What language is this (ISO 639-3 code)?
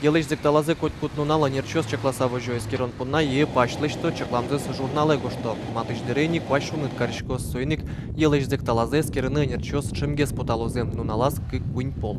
udm